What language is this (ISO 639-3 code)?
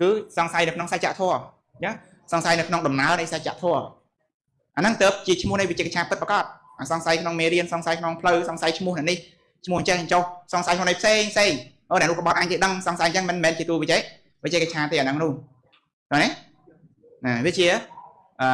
khm